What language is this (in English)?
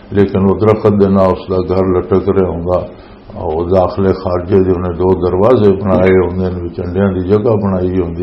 Western Panjabi